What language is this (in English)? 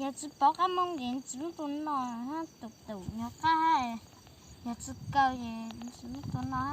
Hmong